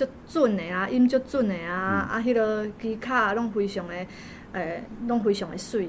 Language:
Min Nan Chinese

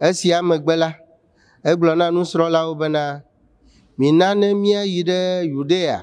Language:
Ewe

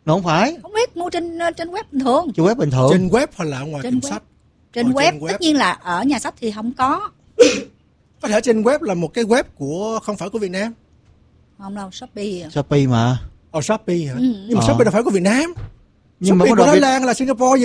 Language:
Vietnamese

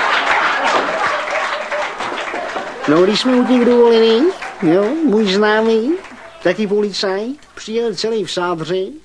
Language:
Czech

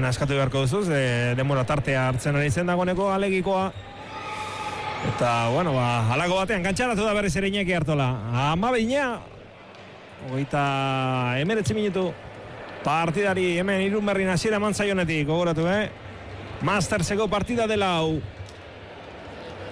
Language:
Basque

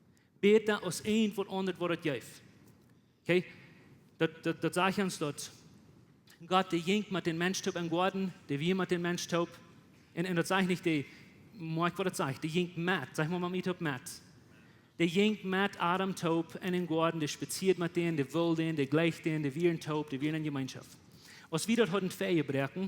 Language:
Plautdietsch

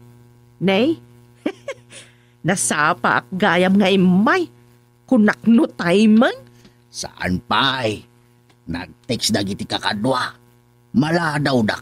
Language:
Iloko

